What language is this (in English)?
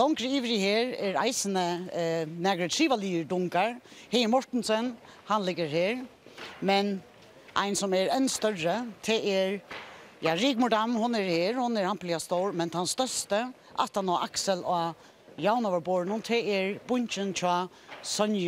Faroese